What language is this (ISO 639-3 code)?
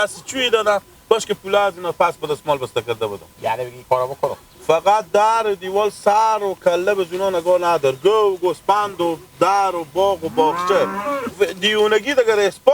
fas